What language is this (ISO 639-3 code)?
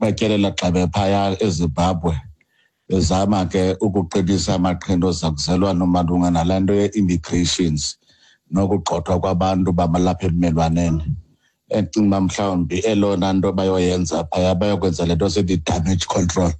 xho